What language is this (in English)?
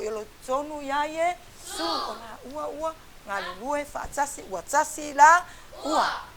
Samoan